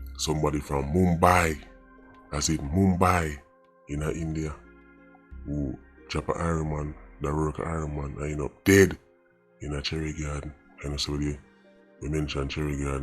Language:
Jamaican Creole English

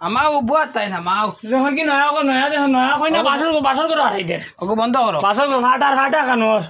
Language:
Sylheti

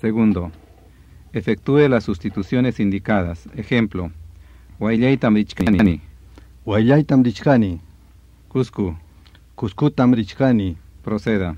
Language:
Ayacucho Quechua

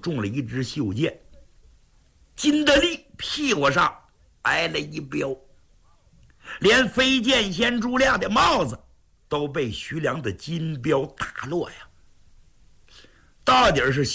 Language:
Chinese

